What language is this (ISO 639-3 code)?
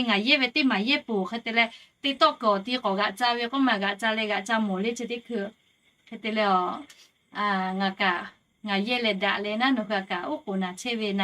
lhu